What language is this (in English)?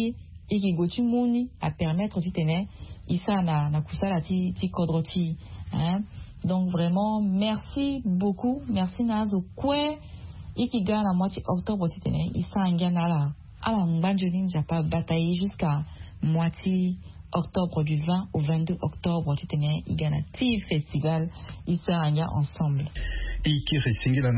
Sango